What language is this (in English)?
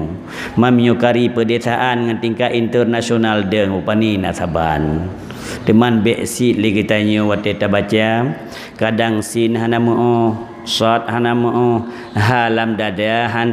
Achinese